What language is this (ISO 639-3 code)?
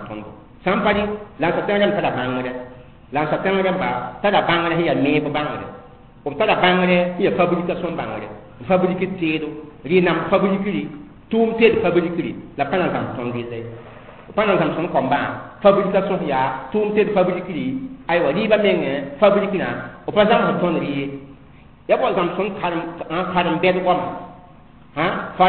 mos